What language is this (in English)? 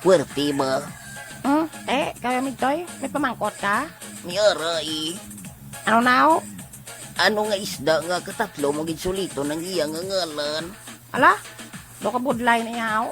Hiligaynon